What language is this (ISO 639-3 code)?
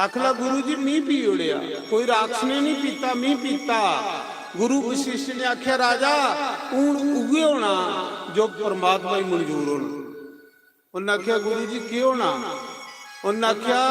doi